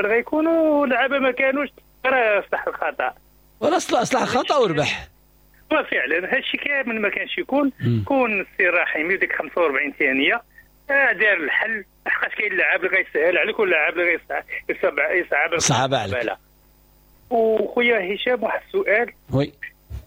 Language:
Moroccan Arabic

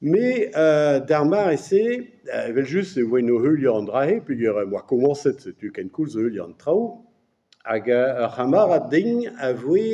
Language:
Breton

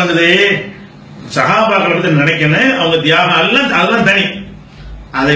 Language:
Tamil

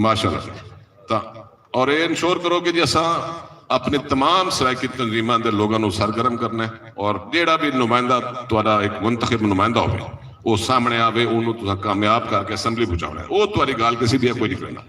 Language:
Saraiki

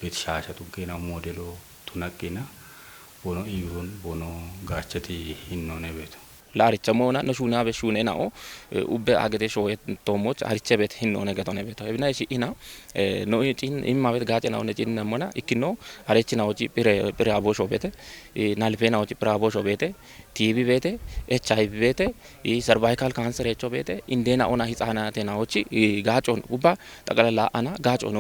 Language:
Kafa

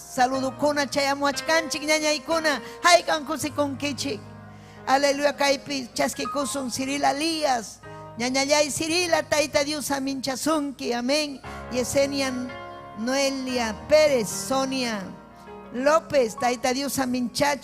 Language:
Ayacucho Quechua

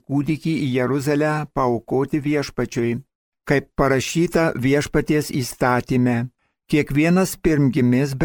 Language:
Lithuanian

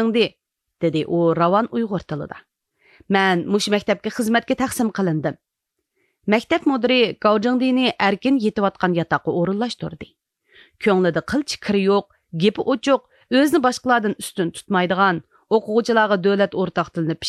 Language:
Uyghur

